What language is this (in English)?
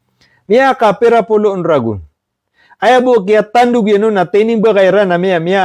Maranao